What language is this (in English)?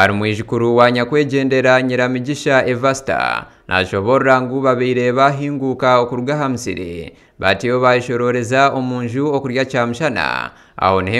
Nyankole